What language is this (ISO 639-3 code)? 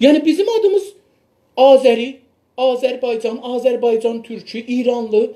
azb